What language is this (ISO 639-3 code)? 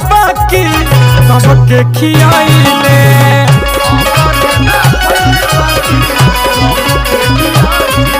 bho